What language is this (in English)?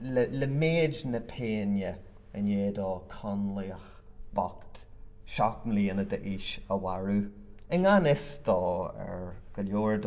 Irish